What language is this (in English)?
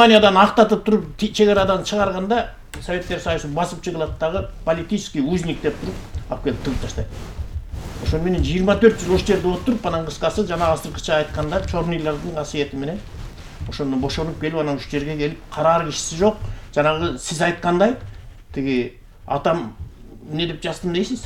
Kyrgyz